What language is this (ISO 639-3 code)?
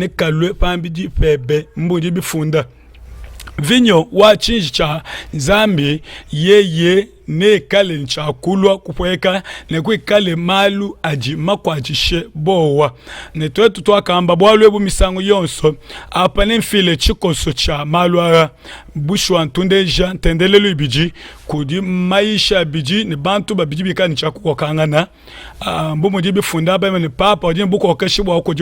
lua